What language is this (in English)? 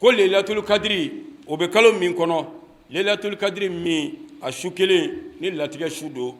Bambara